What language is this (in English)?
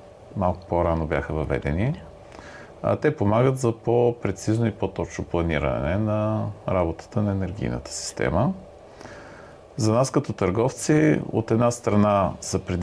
Bulgarian